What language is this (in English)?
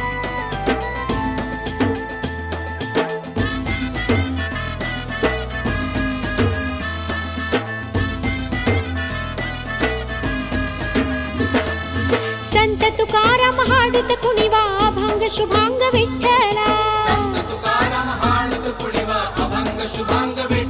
Kannada